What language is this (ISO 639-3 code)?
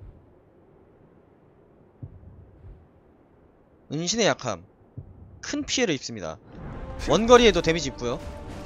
kor